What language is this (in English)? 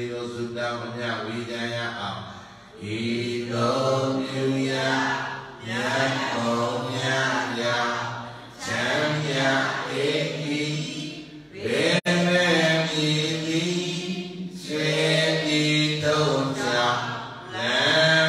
Burmese